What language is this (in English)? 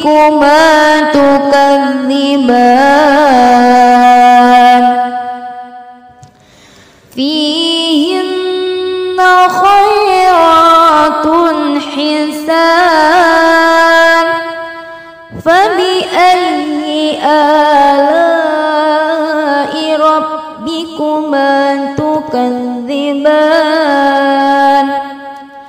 Arabic